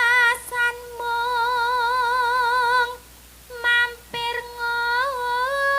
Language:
Javanese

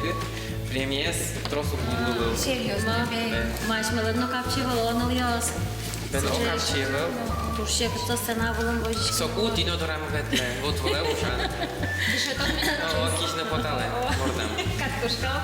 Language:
Udmurt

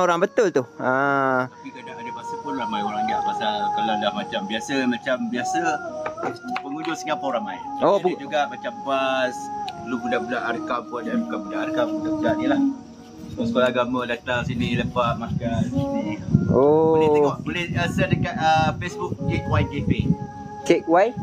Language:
Malay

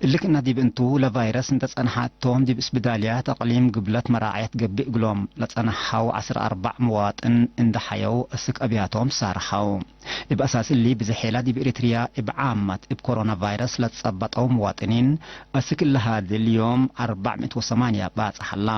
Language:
Tigre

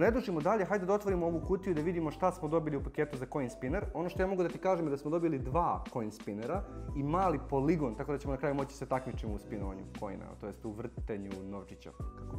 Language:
Serbian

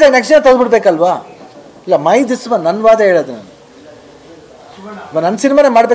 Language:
Kannada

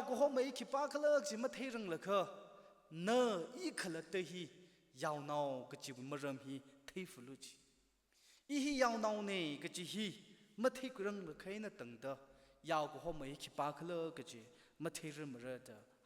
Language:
Tangkhul Naga (India)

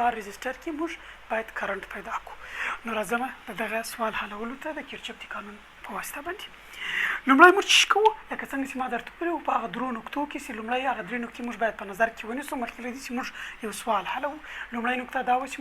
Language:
Pashto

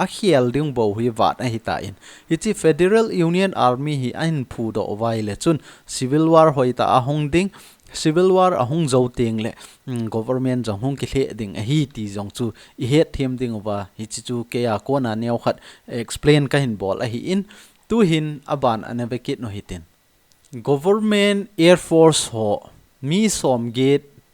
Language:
Thado Chin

